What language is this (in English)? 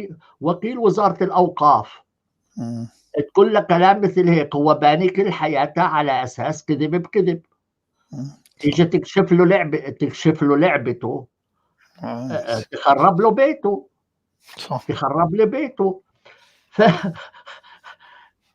North Levantine Arabic